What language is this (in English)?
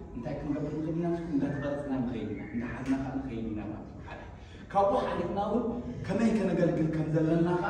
Tigrinya